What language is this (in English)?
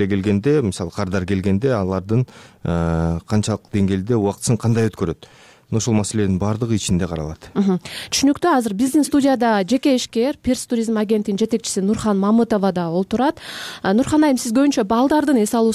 Kyrgyz